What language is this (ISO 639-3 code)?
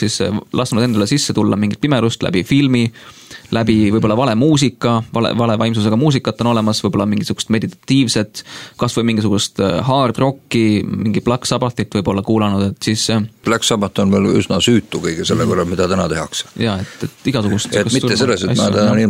est